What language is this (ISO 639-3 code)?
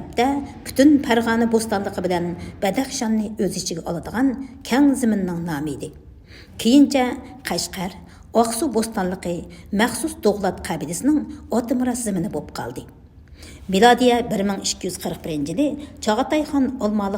uig